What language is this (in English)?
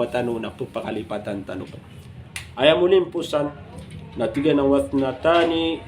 Maranao